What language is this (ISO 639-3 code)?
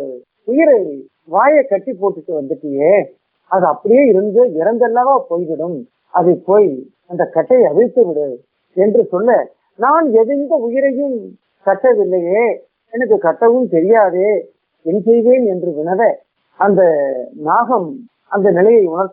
tam